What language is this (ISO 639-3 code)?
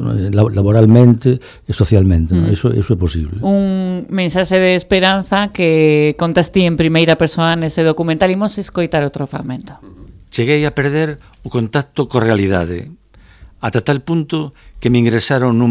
glg